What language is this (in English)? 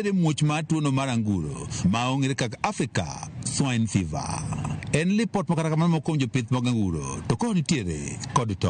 Luo (Kenya and Tanzania)